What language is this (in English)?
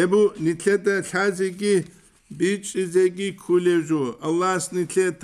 Avaric